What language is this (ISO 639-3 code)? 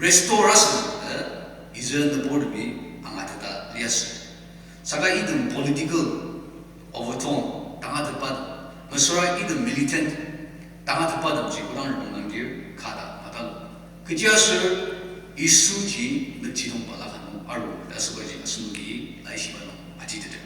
njo